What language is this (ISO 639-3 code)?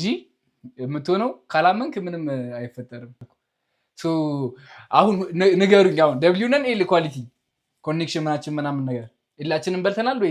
amh